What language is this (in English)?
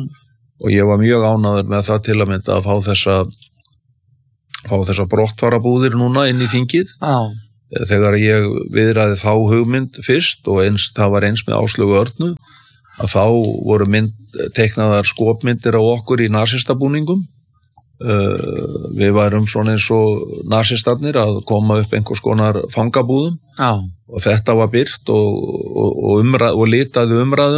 Icelandic